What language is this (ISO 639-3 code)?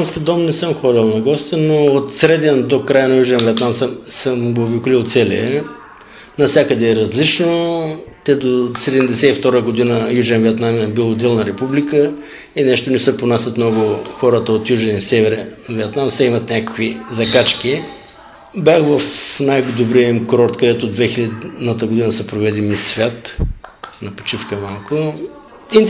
bul